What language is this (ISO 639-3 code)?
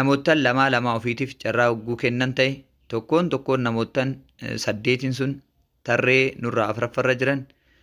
orm